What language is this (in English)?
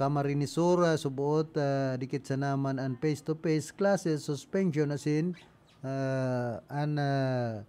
Bikol